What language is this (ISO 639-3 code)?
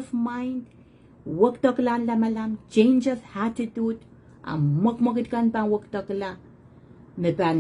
pon